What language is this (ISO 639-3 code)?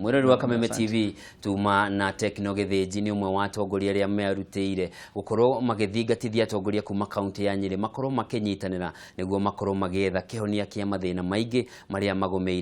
kik